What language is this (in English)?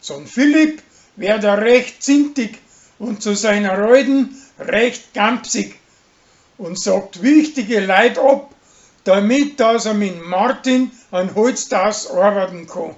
Bavarian